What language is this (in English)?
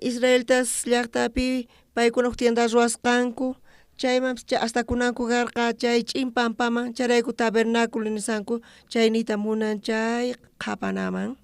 South Bolivian Quechua